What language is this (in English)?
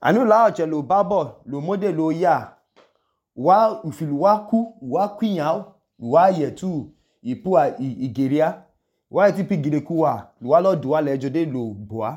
Idoma